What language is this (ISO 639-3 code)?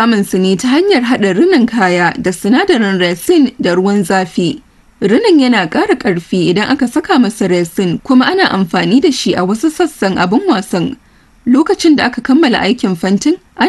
hau